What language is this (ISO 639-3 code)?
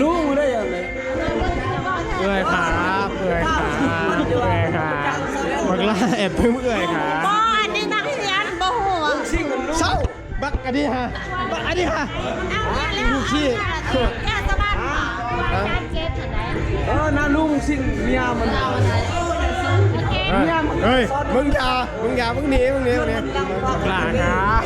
tts